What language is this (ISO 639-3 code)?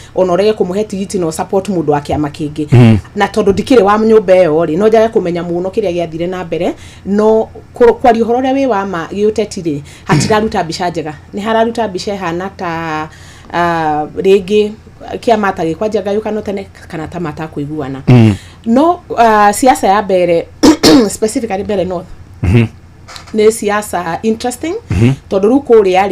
kik